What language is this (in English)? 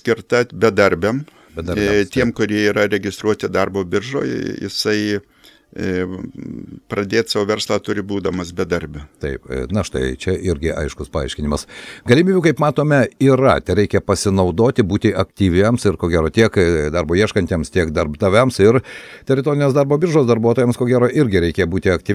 Lithuanian